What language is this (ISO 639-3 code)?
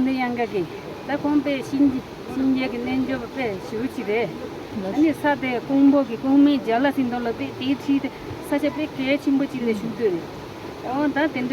bod